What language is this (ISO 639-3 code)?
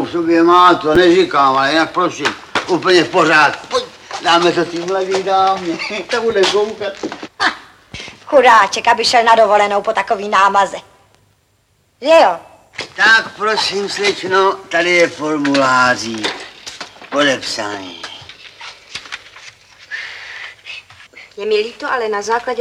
ces